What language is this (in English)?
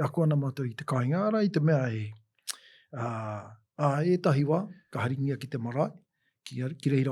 Māori